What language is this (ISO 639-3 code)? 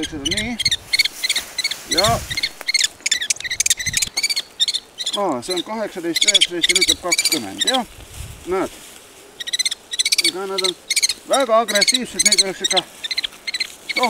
est